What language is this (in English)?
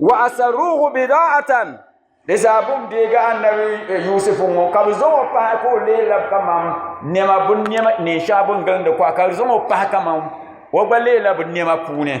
Dagbani